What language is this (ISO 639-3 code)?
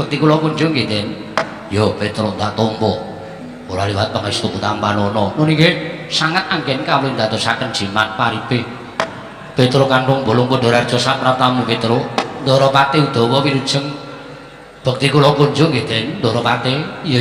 jav